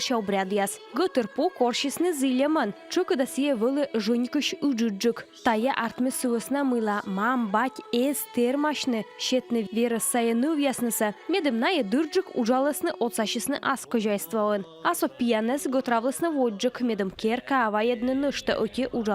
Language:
Komi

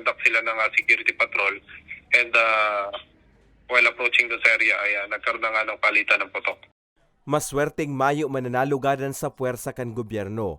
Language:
Bikol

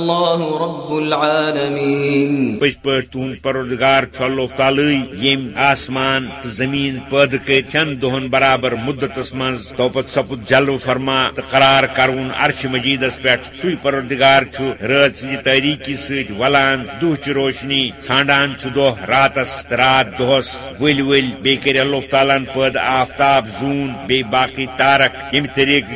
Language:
Kashmiri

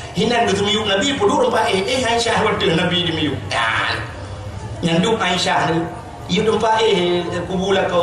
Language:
Achinese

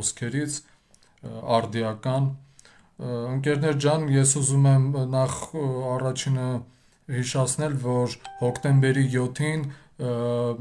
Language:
Armenian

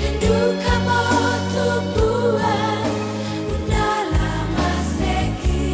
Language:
Toraja-Sa'dan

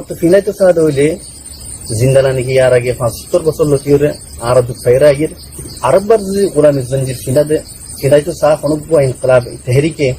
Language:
Rohingya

